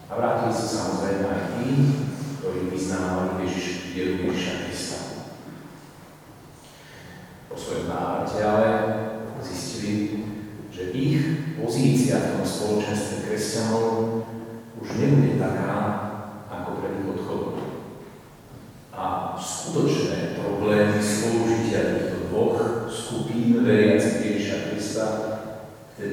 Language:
Slovak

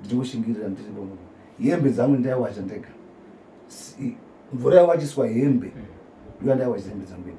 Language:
Shona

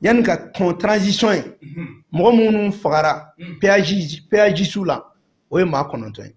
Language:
Bambara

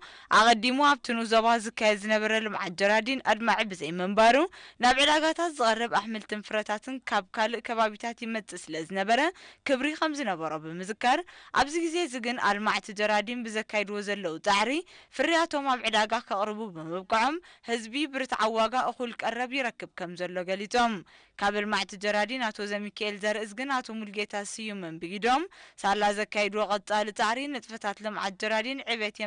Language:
Tigrinya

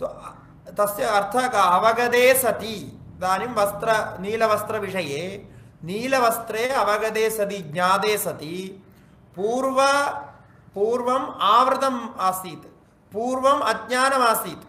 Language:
Sanskrit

